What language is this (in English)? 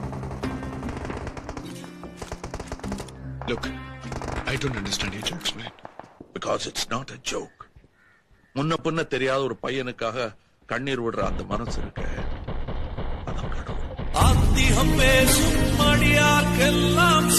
Tamil